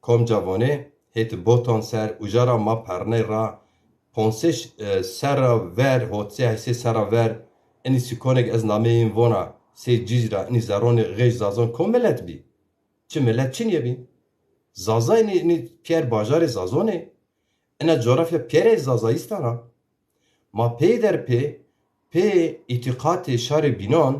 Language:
Zaza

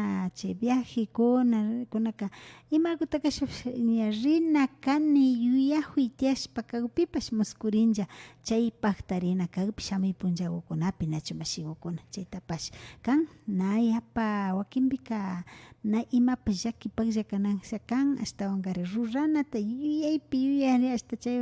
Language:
Imbabura Highland Quichua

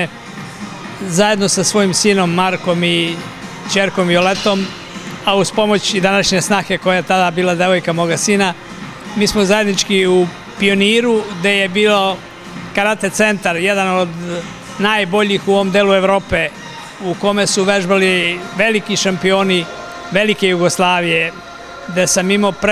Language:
Serbian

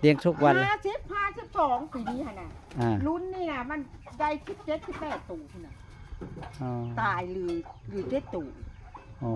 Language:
Northeastern Thai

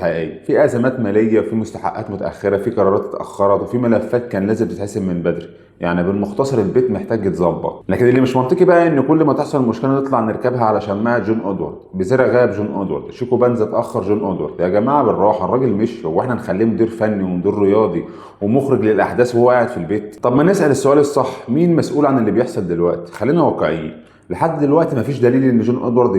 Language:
Egyptian Arabic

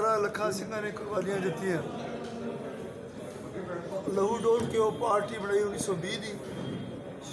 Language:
Punjabi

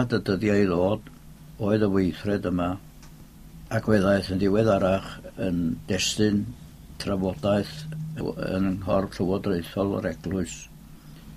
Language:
Welsh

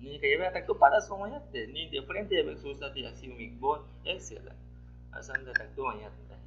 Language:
Aguaruna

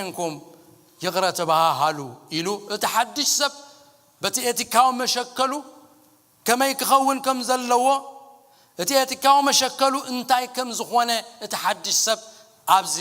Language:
Tigrinya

